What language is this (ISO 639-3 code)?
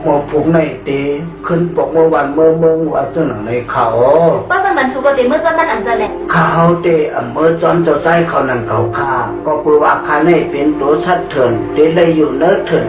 shn